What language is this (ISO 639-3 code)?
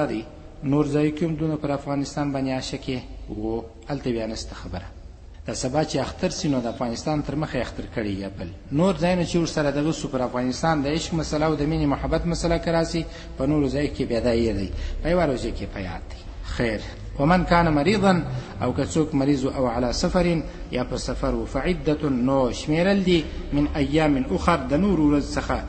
pus